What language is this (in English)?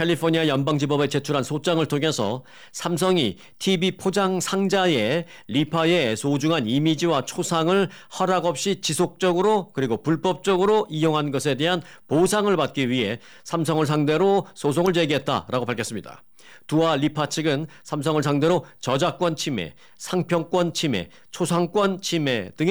Korean